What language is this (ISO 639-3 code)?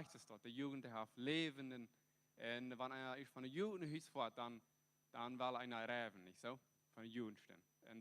pdt